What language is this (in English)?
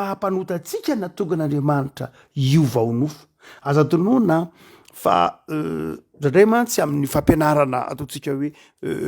Malagasy